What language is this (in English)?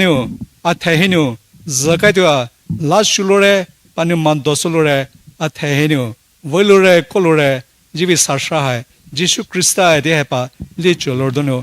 Poumei Naga